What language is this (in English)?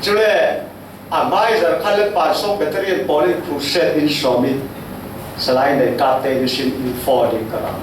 Falam Chin